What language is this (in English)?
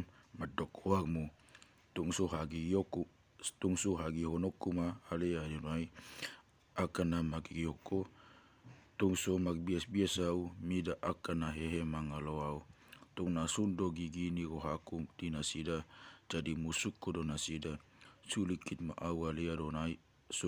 Batak Toba